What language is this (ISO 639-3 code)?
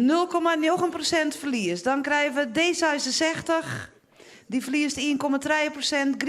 fry